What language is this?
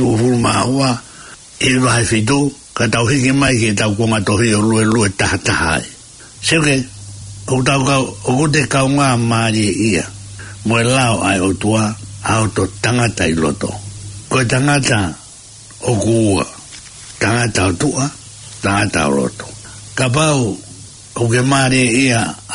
Tongan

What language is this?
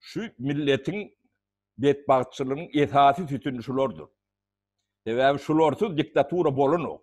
Turkmen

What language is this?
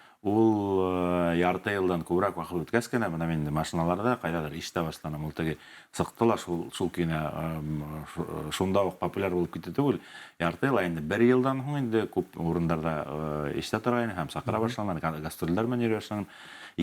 Bashkir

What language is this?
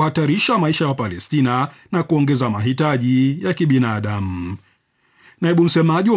Swahili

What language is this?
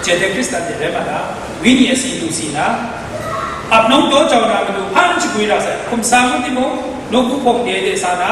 Kachin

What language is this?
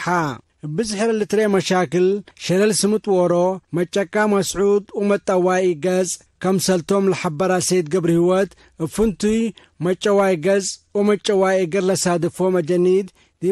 Tigre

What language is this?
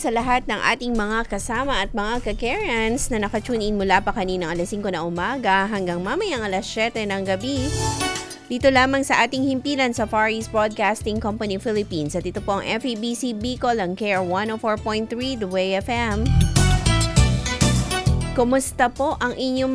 Filipino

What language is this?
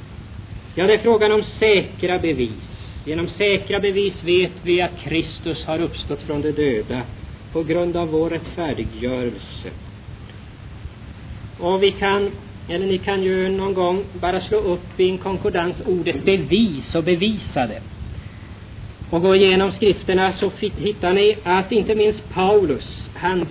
Swedish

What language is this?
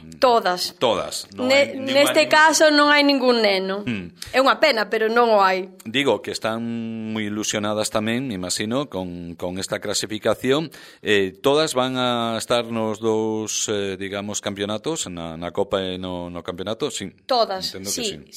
Galician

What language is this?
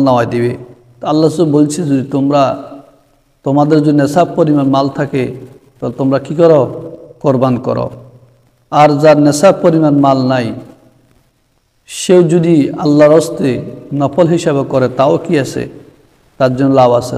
Bangla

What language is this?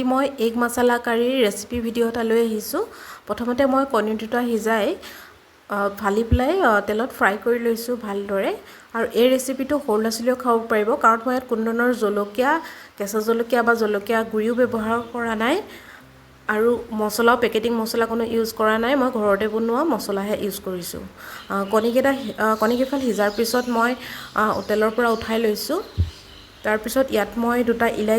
Assamese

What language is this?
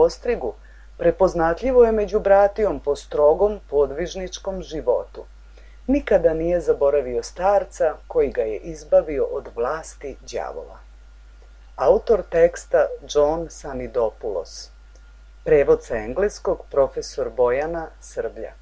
Serbian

